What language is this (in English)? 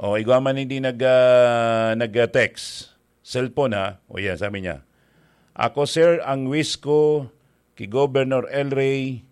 Bikol